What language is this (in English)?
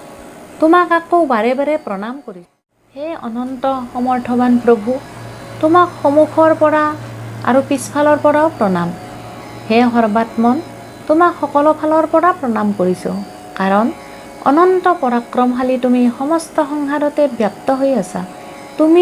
Assamese